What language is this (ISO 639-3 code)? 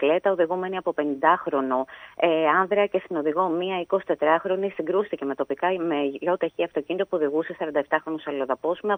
ell